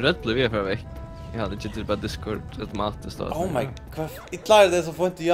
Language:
Faroese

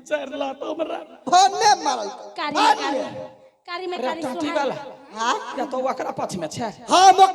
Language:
Maithili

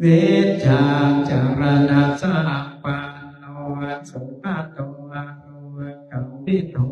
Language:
Pali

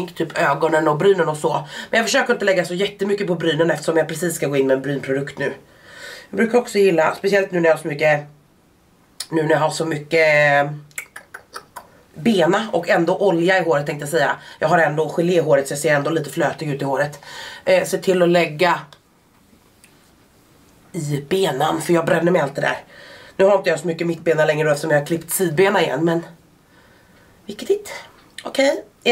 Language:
Swedish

